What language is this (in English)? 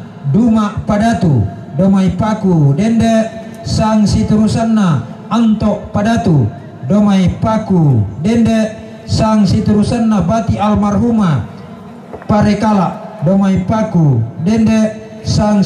Toraja-Sa'dan